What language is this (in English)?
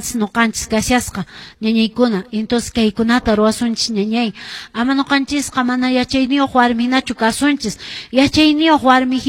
Quechua